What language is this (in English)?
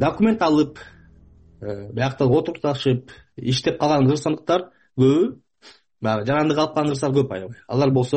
Kyrgyz